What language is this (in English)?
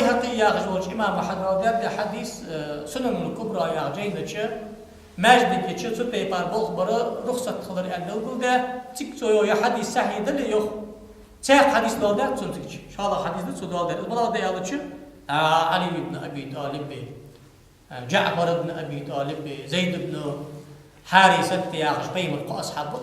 Ingush